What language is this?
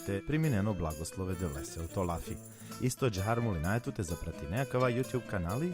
Balkan Romani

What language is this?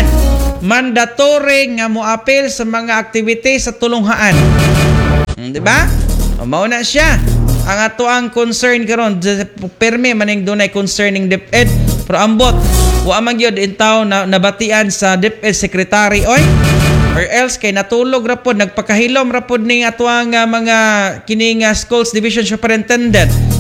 Cebuano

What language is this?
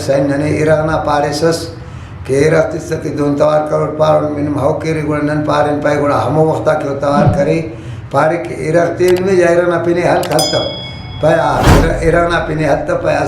Brahui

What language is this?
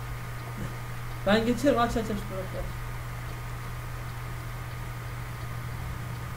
Turkish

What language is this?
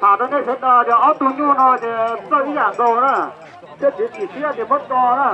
Hmong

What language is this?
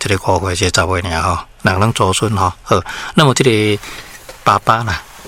Min Nan Chinese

